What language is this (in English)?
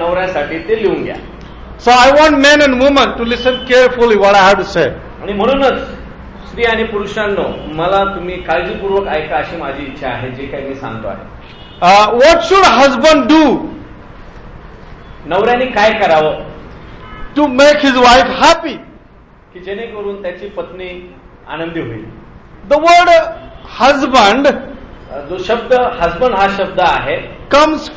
Marathi